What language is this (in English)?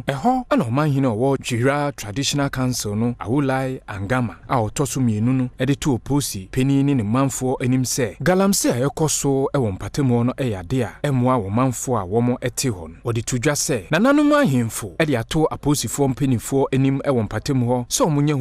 Akan